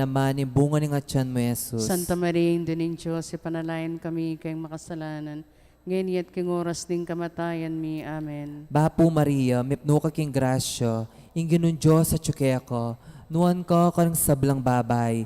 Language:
Pampanga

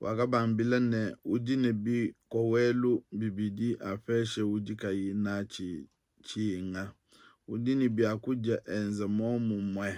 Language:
Luba-Lulua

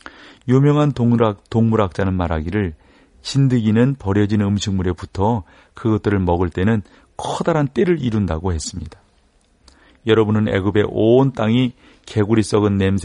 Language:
Korean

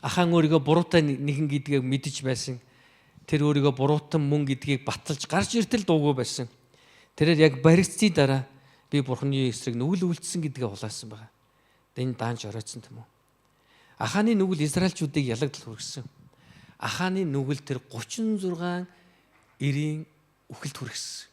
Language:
Mongolian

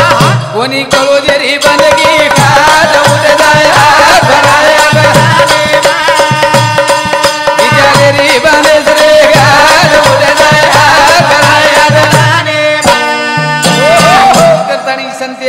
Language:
Lambadi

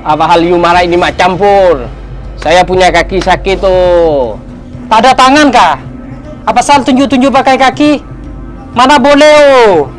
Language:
Madurese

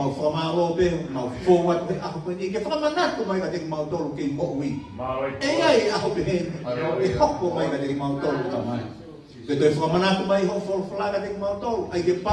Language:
Tongan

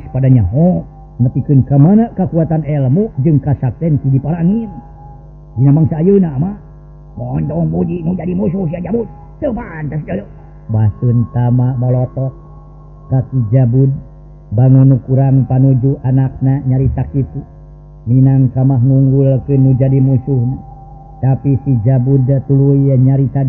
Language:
Sundanese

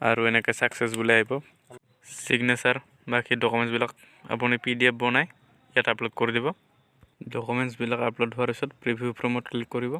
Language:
Assamese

